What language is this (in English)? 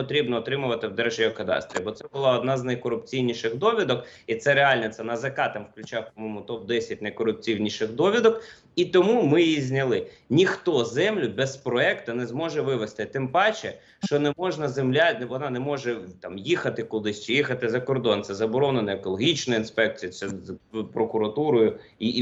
Ukrainian